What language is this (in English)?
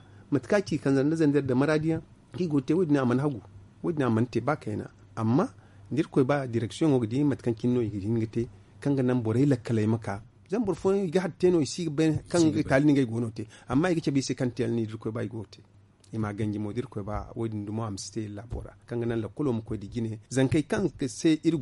Zarma